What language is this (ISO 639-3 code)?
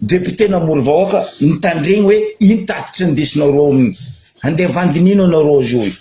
mlg